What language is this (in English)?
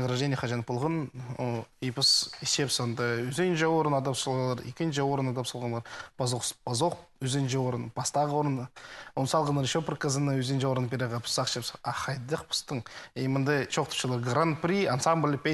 Khakas